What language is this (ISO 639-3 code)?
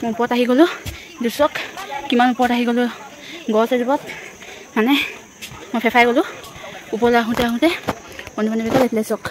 asm